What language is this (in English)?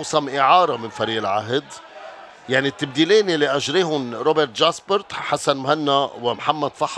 North Levantine Arabic